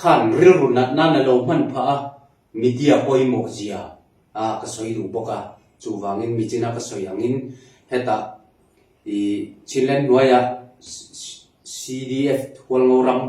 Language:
Falam Chin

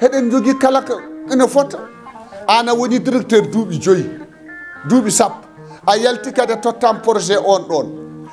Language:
Fula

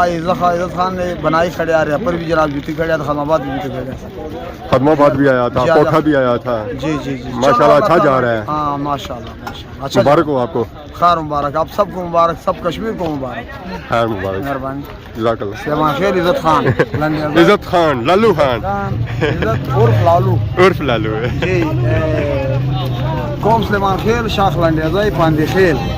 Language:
Pahari-Potwari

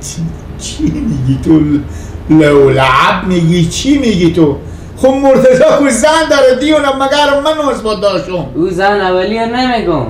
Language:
Persian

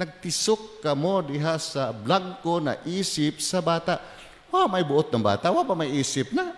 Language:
Cebuano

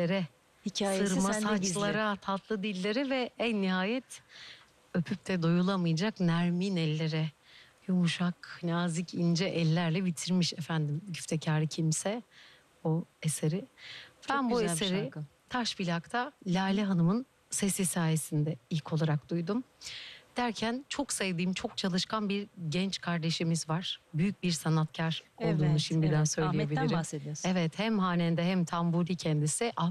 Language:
Turkish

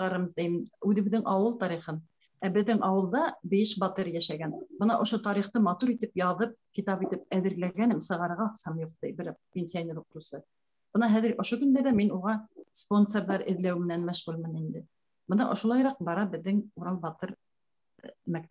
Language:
Bashkir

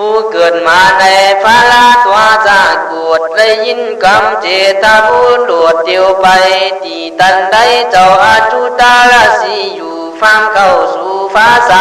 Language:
Khün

